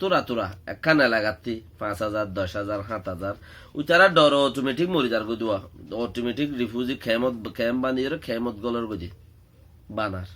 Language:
Rohingya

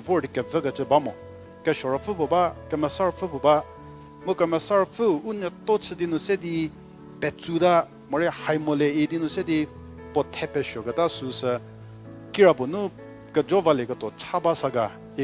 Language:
Angami Naga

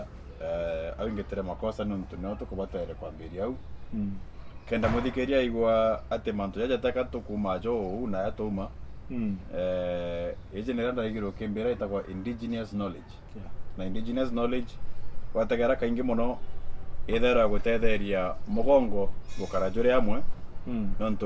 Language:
Meru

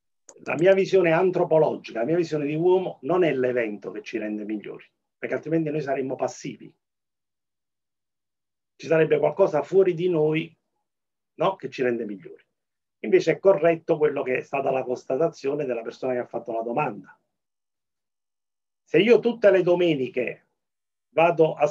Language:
Italian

